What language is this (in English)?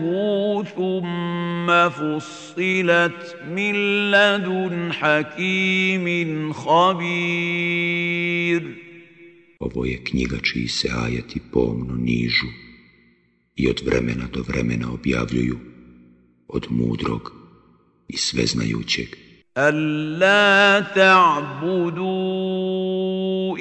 Bosnian